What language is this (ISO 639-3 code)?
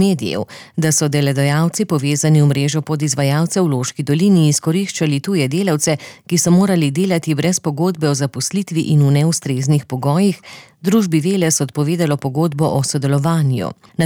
slv